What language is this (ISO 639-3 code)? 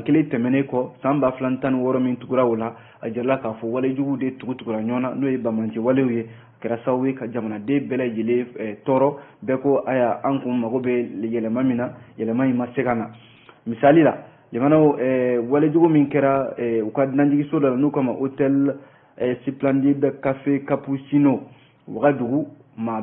bam